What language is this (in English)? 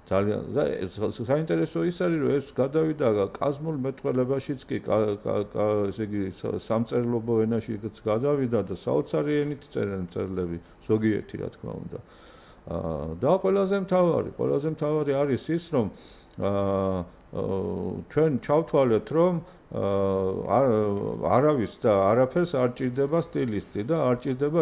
Georgian